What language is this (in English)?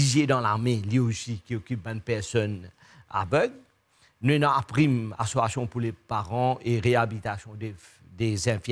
Morisyen